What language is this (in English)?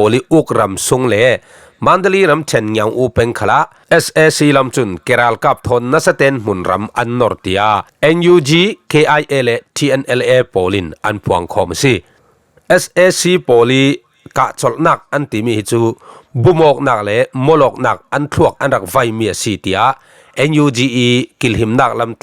Falam Chin